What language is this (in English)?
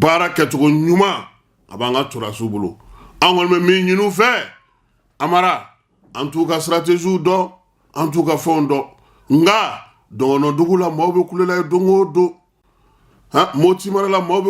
Bambara